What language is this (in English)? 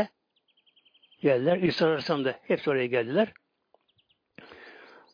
Turkish